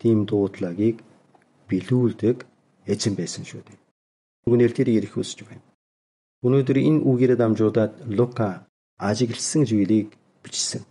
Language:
Mongolian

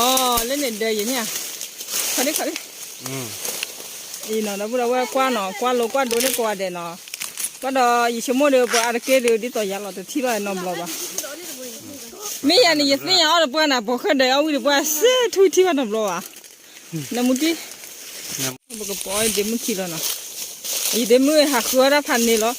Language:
S'gaw Karen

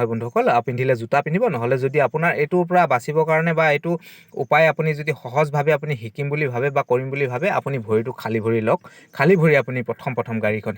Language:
Assamese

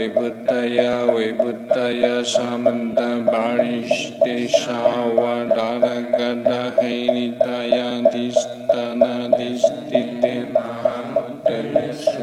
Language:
Sanskrit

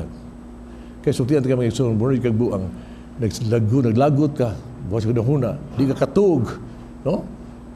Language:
Cebuano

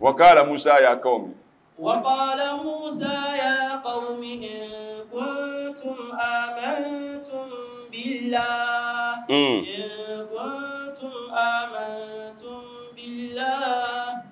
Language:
Dagbani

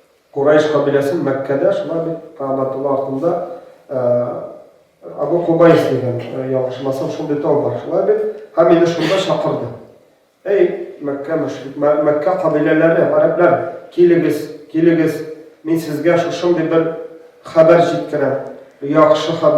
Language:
Tatar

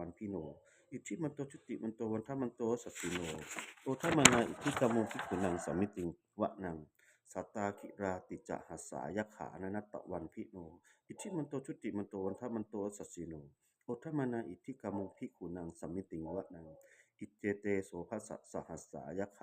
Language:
Pali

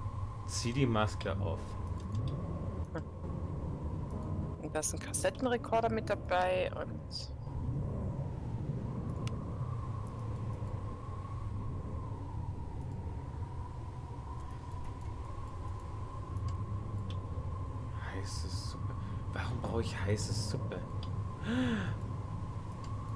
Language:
German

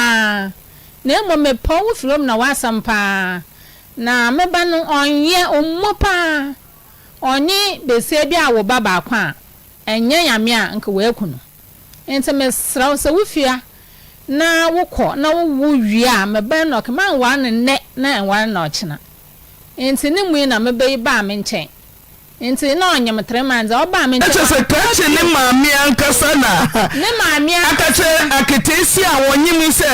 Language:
Akan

